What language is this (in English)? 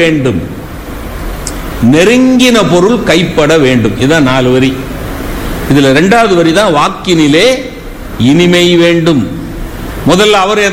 Tamil